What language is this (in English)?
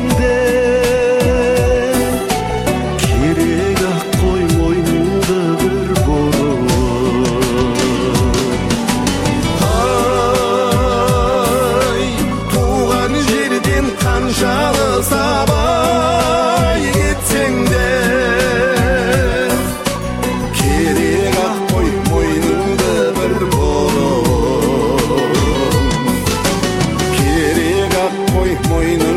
Kazakh